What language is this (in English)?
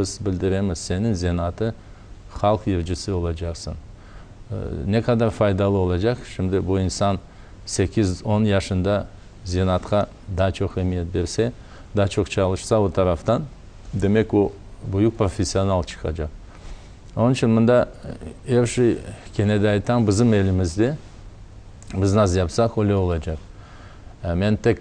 Crimean Tatar